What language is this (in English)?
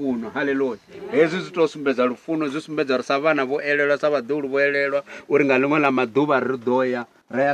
Venda